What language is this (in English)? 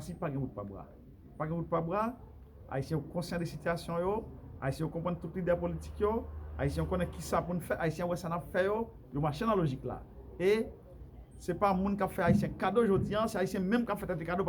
Haitian Creole